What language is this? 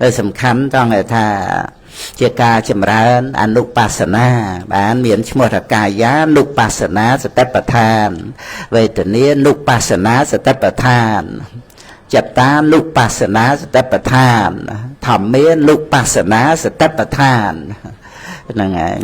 Khmer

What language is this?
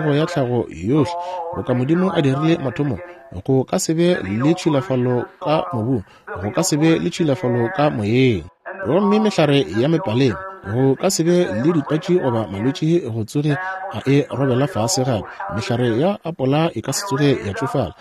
Northern Sotho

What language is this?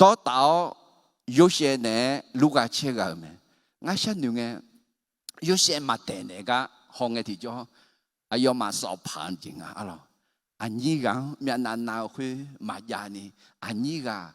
Akha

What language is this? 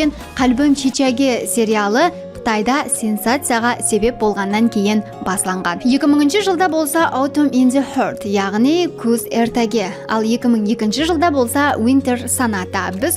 Kara-Kalpak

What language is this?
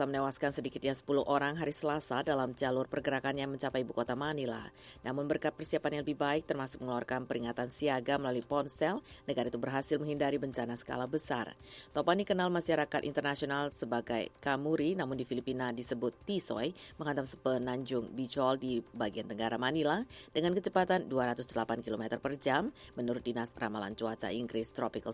Indonesian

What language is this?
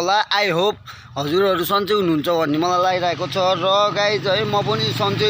Nepali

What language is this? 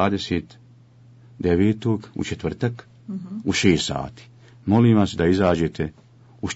Bosnian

